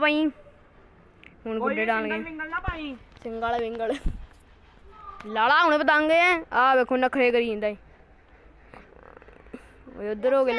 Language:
Punjabi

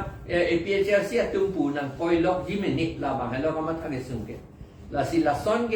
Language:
Karbi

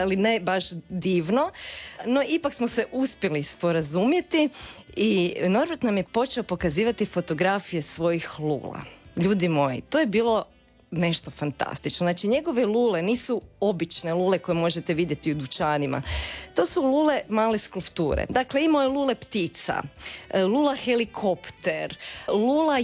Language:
Croatian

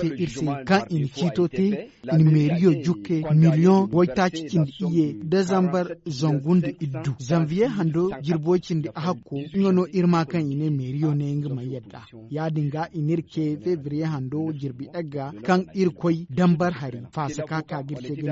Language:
Zarma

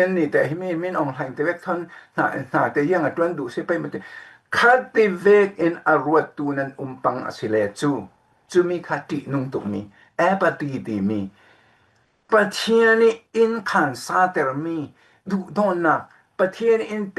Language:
Falam Chin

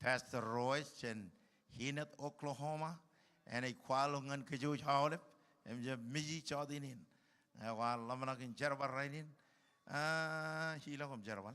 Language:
Marshallese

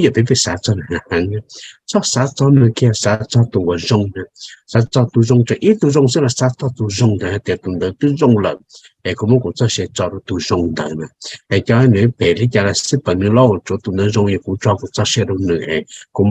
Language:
Hmong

